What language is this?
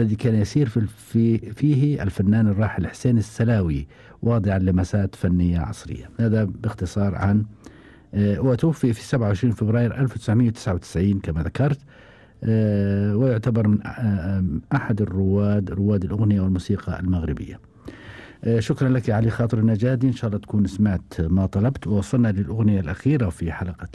Gulf Arabic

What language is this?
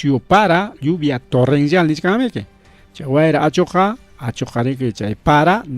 Ayacucho Quechua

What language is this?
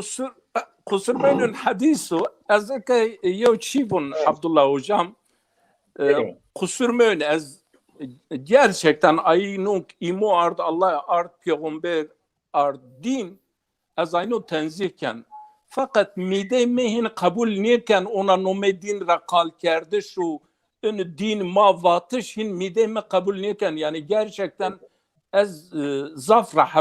Zaza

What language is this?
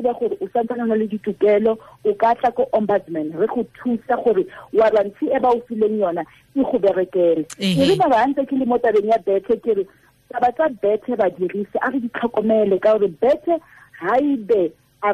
Tswana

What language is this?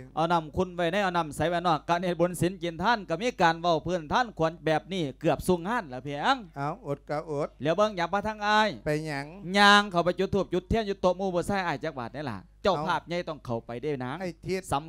Lao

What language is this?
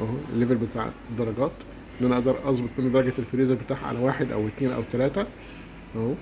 Egyptian Arabic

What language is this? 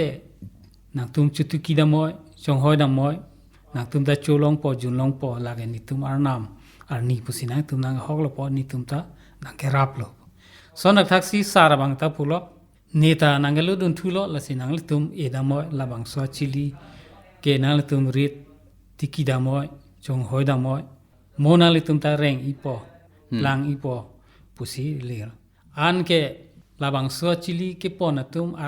Karbi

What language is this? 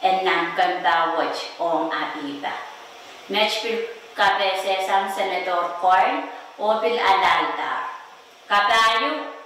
Pohnpeian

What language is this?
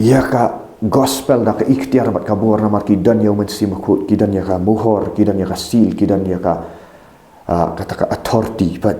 Khasi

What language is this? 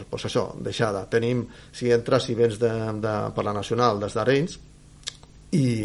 Catalan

